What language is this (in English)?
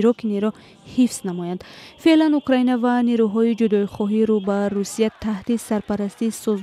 Tajik